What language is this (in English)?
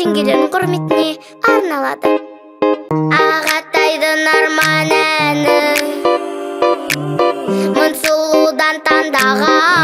Kazakh